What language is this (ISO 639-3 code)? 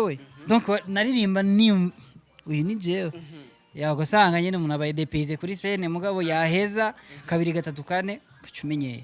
run